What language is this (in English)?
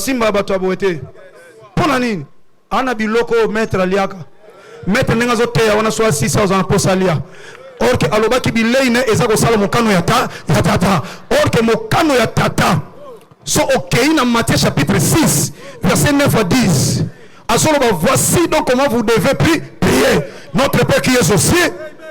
Lingala